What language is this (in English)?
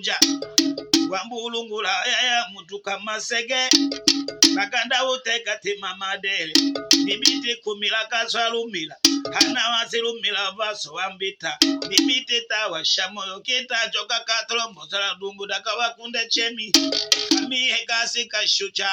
Tetela